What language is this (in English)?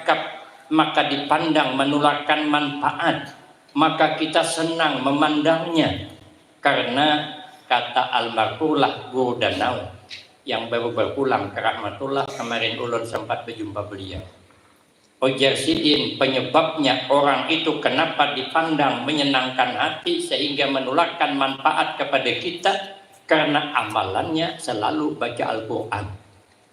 Banjar